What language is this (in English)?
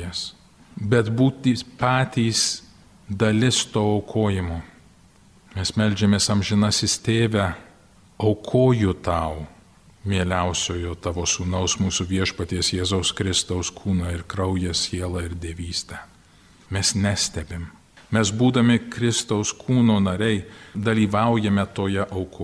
Lithuanian